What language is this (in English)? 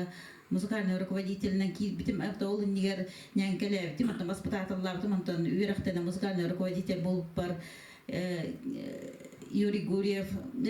Yakut